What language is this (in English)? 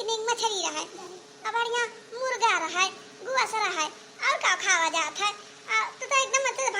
Awadhi